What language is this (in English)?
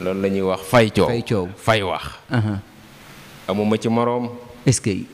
Wolof